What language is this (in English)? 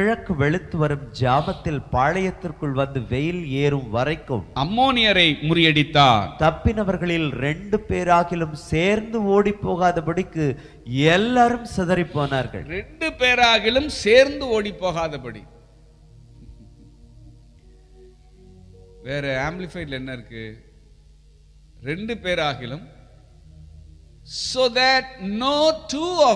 Tamil